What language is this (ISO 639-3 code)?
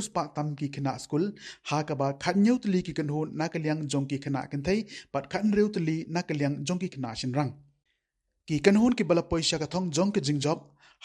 kha